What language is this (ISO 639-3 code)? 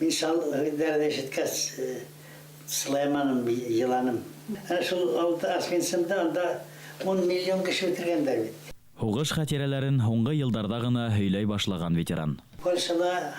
bak